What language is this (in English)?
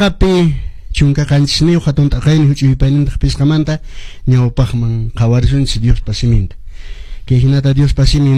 Quechua